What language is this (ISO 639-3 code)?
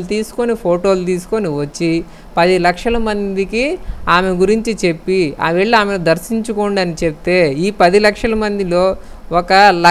tel